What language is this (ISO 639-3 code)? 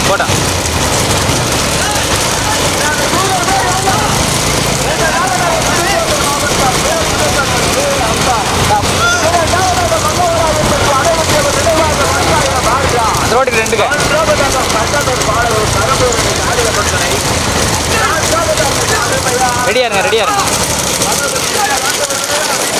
tam